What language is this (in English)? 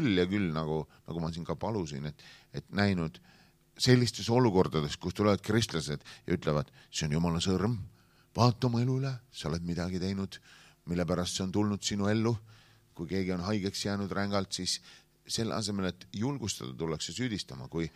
Estonian